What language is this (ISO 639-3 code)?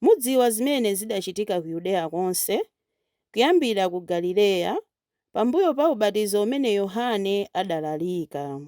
nya